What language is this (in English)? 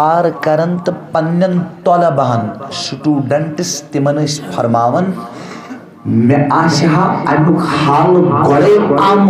Kashmiri